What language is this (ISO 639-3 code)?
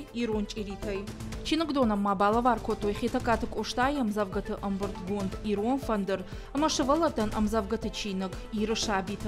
oss